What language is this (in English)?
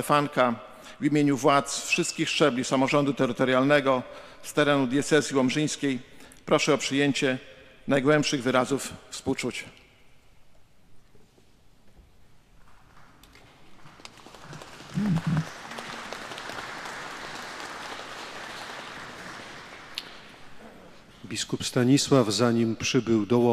Polish